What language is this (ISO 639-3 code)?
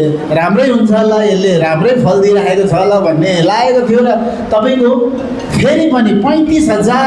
nep